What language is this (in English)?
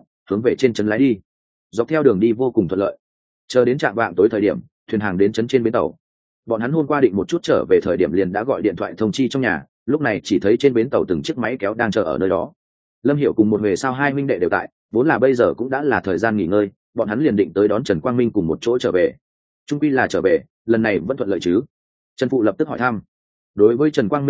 Vietnamese